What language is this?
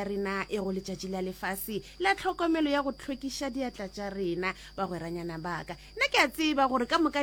Northern Sotho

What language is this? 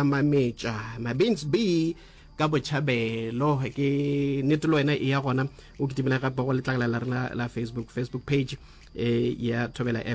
Northern Sotho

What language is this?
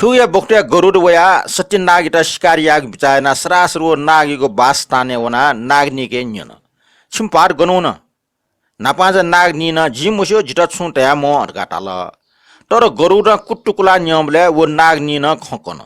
Newari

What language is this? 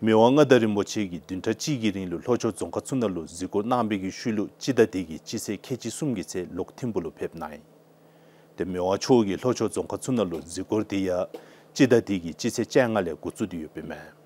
Dzongkha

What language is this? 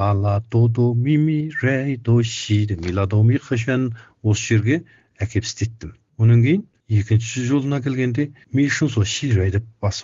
Kazakh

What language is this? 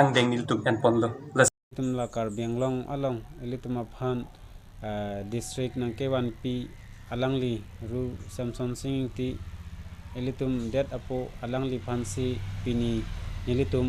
Karbi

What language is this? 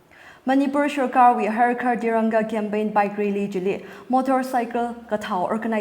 Tangkhul Naga (India)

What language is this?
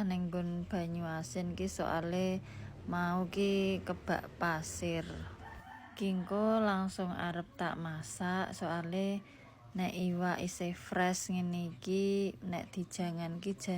Javanese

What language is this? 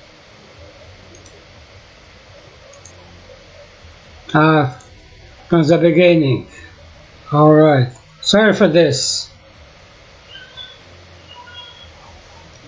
English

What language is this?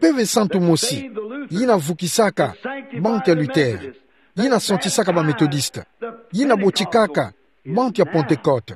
Kituba (Democratic Republic of Congo)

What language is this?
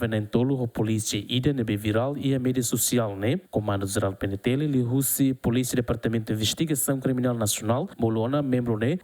Tetum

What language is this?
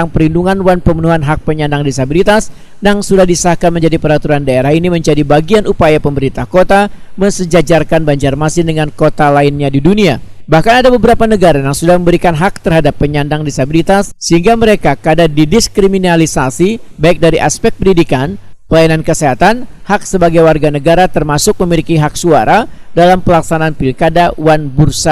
Banjar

